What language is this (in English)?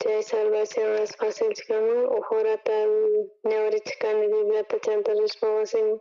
South Bolivian Quechua